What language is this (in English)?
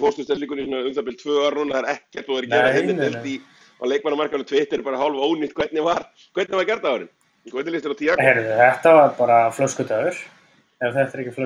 Icelandic